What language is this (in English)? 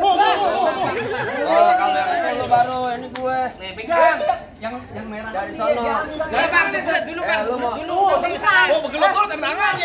Betawi